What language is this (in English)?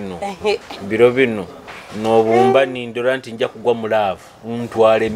Nyoro